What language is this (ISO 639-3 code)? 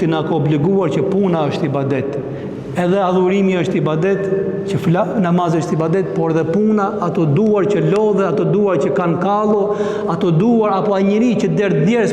sqi